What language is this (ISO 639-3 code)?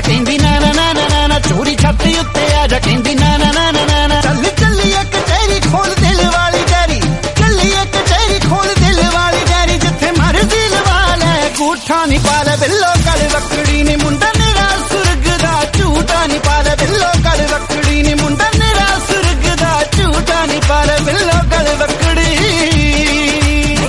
pan